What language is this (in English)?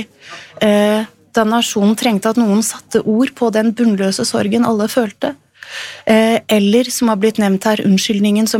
Norwegian